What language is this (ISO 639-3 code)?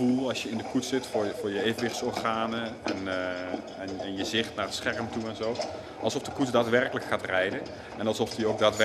nld